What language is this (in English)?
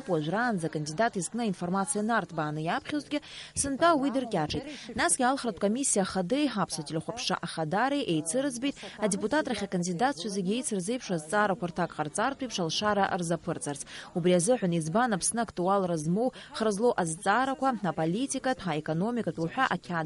Abkhazian